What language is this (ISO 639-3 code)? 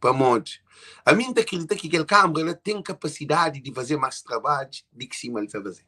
kea